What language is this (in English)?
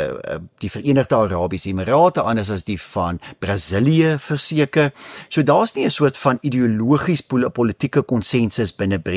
Afrikaans